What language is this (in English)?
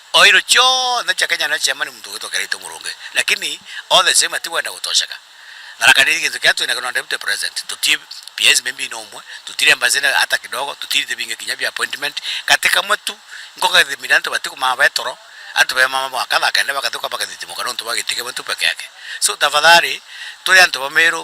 Meru